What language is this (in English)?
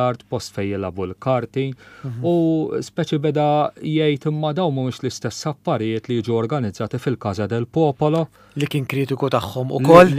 Maltese